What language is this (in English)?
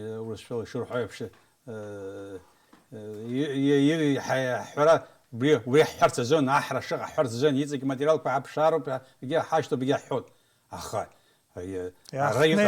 Abkhazian